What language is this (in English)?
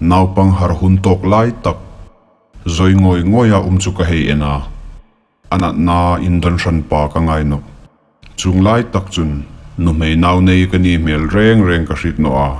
Hmar